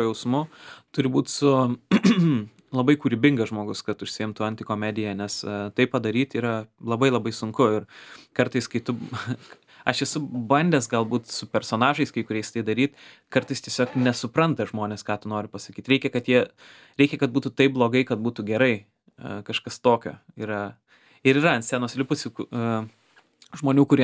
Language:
Lithuanian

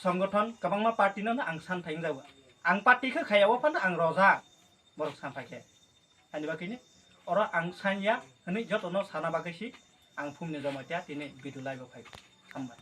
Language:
Kok Borok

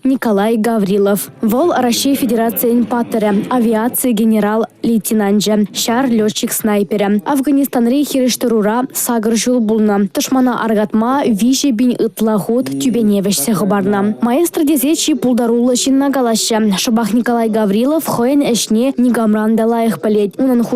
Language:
Chuvash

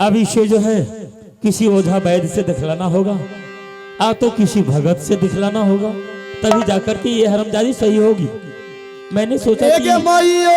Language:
Maithili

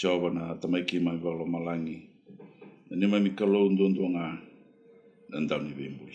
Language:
Fijian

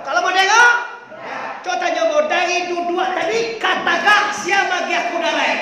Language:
Minangkabau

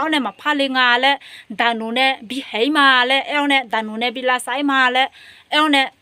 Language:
Akha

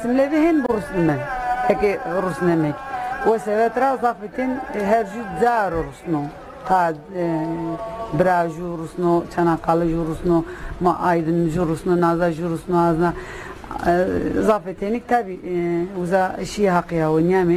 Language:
Zaza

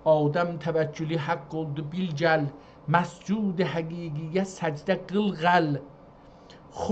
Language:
South Azerbaijani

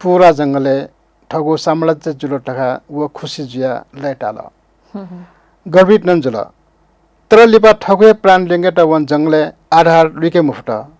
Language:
Newari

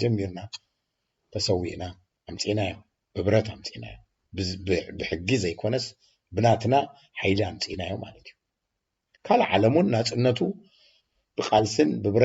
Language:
Tigrinya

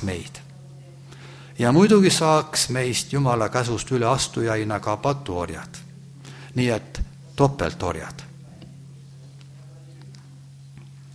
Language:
Estonian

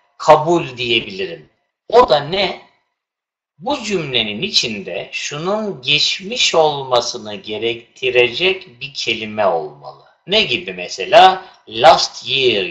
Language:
Turkish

